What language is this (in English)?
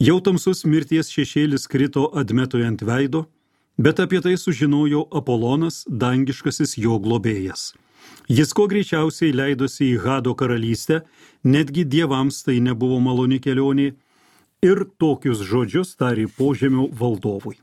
Lithuanian